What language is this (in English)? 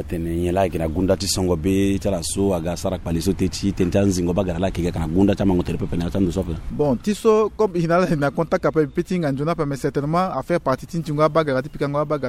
Sango